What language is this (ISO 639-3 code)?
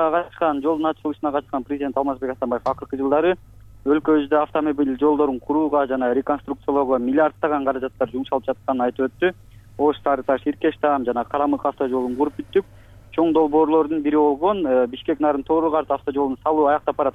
kir